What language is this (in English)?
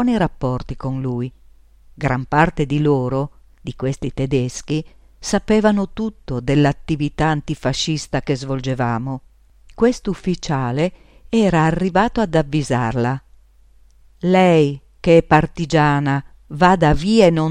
Italian